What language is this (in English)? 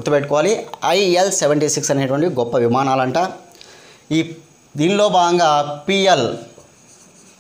Telugu